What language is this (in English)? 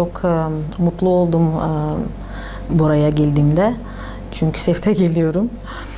Gagauz